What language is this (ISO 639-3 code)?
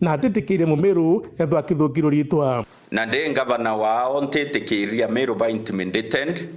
mer